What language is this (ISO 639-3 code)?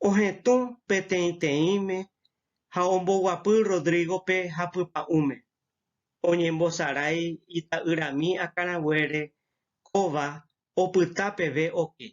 grn